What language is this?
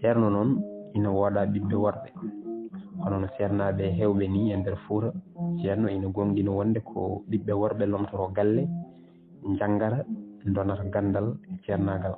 Fula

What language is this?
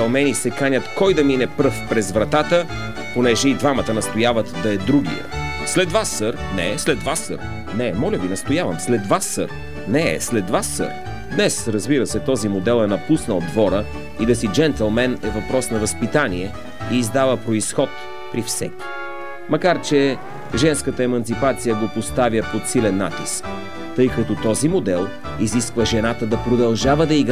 Bulgarian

